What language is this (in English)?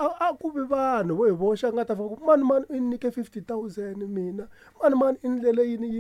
Tsonga